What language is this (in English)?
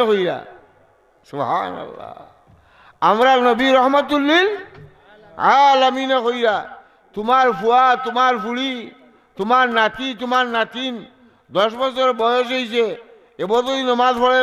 Sylheti